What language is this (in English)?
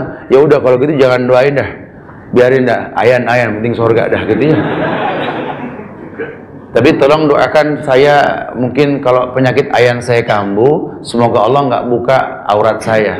Indonesian